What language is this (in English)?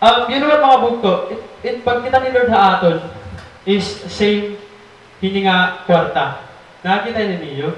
Waray